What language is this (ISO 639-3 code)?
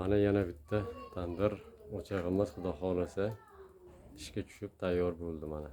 uzb